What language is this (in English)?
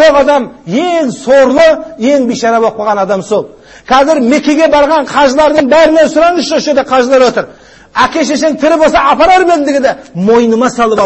Kazakh